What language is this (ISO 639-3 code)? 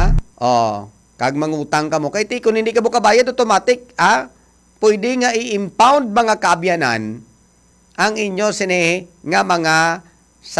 hil